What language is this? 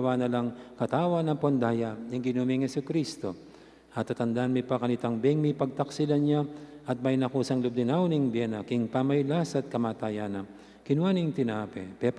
Pampanga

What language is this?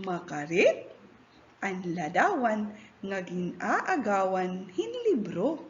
Waray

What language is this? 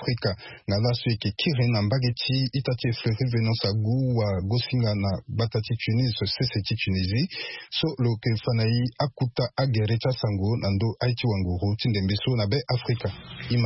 Sango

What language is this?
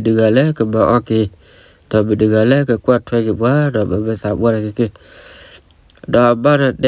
S'gaw Karen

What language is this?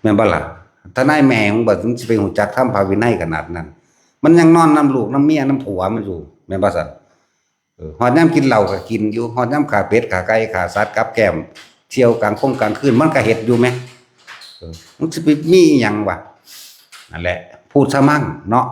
Northeastern Thai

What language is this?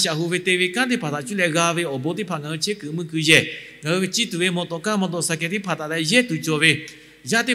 Lahu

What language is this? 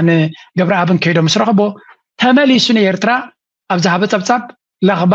Tigrinya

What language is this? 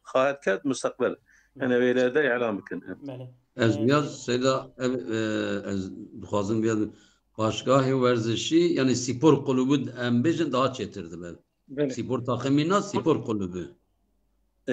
Kurdish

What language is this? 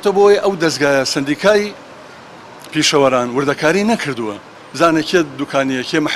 Central Kurdish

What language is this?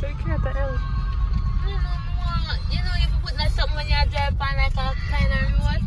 Jamaican Creole English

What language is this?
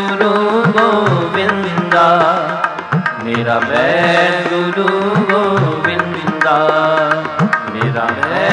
Hindi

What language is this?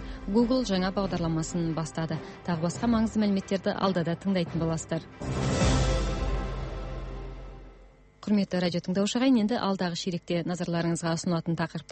Kazakh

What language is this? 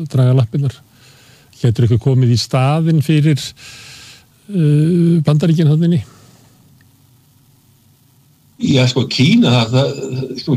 Icelandic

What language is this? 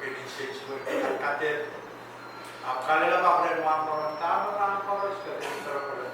Pohnpeian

